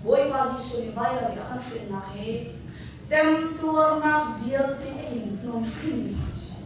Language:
Hakha Chin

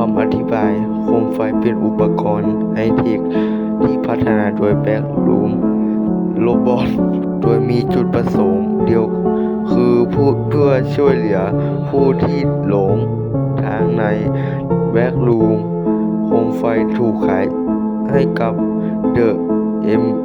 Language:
Lao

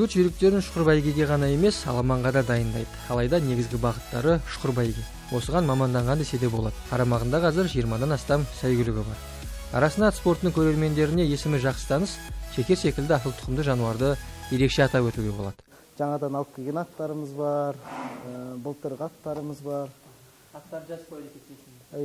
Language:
Kazakh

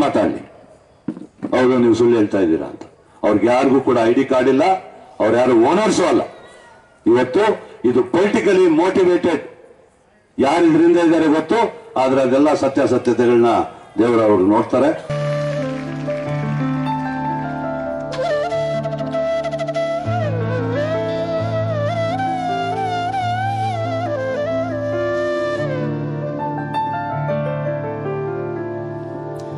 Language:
Kannada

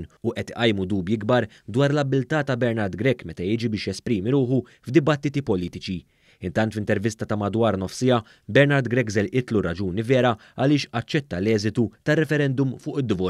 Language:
Maltese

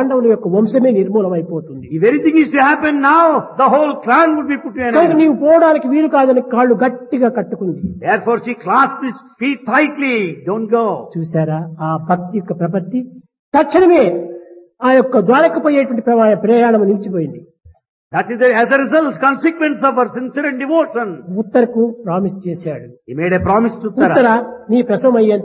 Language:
Telugu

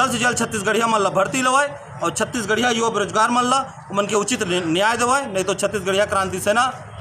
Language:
Chhattisgarhi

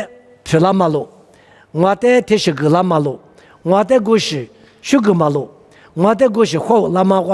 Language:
Lisu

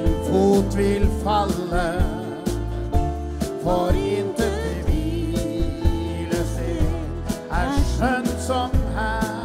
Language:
Norwegian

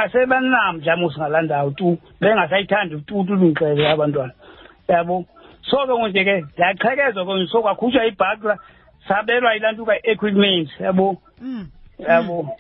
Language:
Xhosa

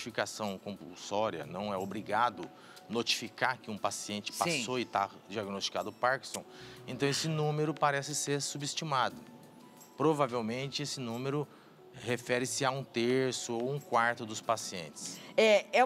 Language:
Portuguese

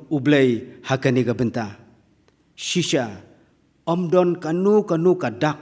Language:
Khasi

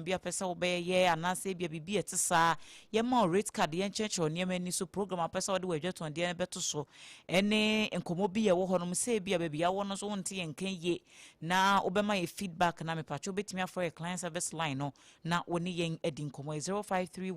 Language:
Akan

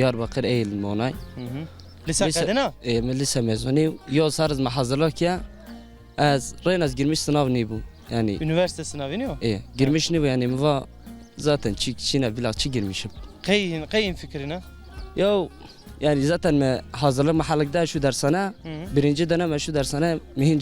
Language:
Zaza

